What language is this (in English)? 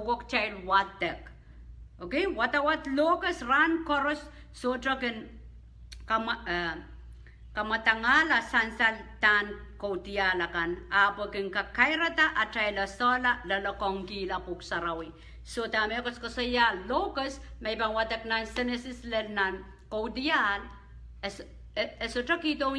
Pohnpeian